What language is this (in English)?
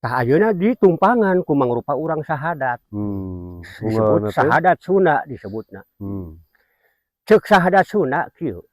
Sundanese